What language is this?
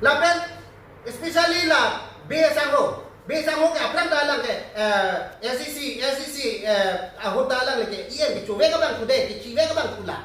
Karbi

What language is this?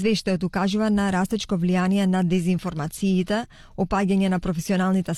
Macedonian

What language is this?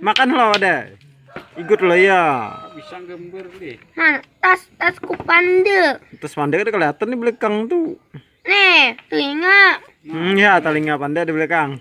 Banjar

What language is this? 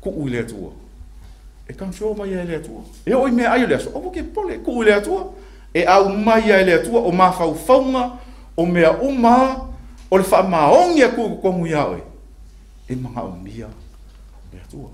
Samoan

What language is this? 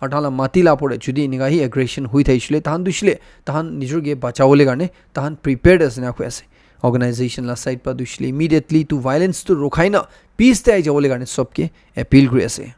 Naga Pidgin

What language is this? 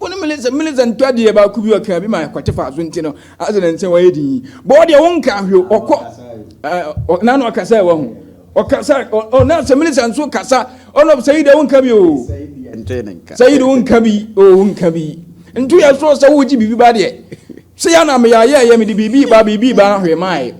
Akan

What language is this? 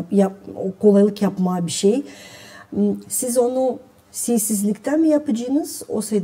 Gagauz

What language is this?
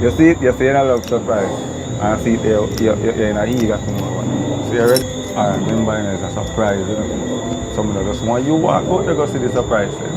Jamaican Creole English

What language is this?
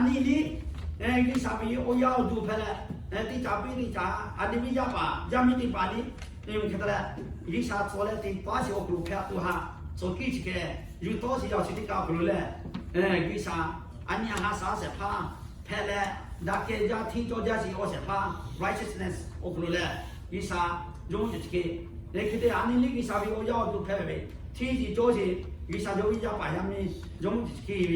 Lahu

